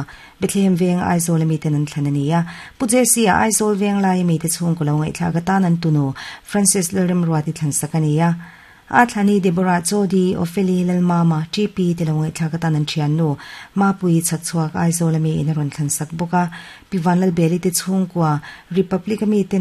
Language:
Mizo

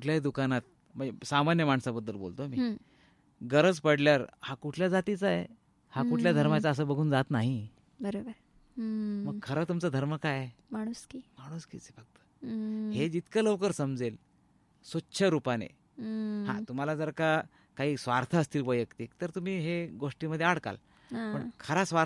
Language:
Marathi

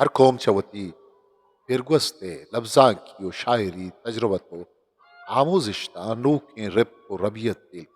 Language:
Eastern Balochi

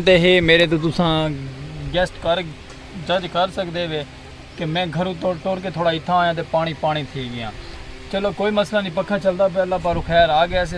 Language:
Saraiki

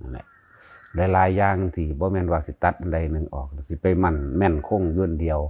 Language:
Lao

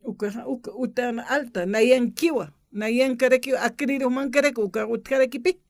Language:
Aymara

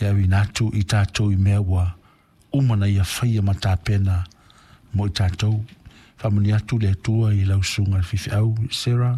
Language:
Samoan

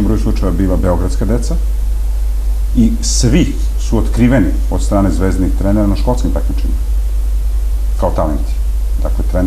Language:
Serbian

